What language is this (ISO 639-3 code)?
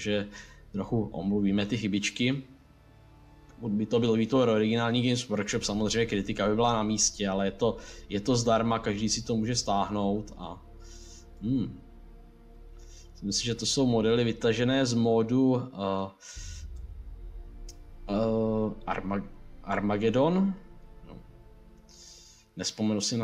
ces